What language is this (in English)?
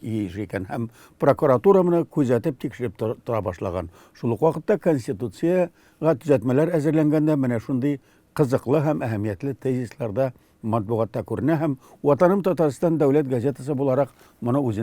Tatar